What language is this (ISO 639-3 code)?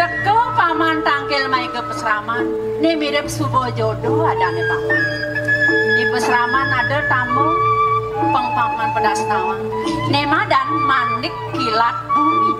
ban